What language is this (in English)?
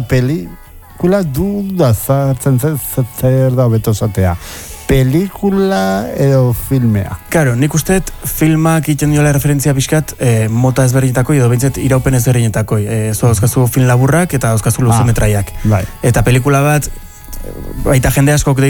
Basque